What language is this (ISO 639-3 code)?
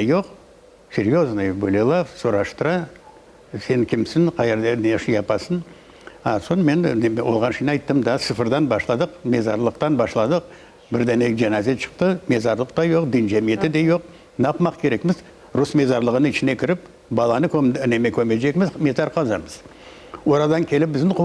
crh